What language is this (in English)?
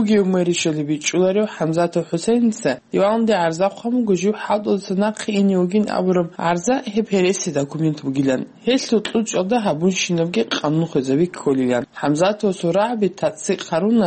Avaric